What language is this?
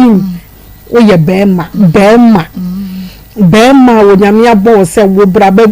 Akan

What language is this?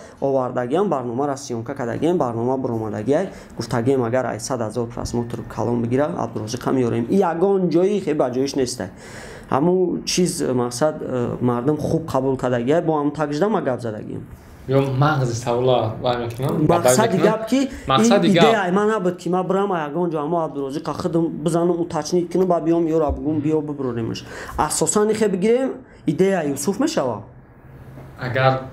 Tajik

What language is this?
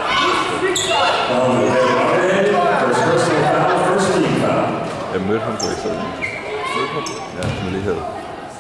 Danish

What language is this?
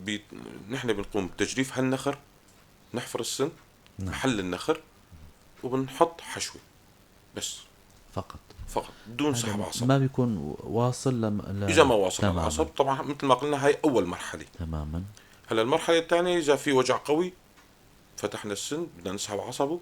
North Levantine Arabic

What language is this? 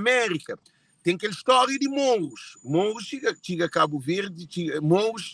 Kabuverdianu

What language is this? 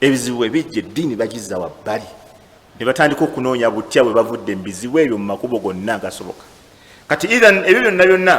Ganda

